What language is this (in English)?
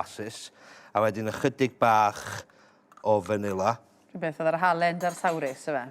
Welsh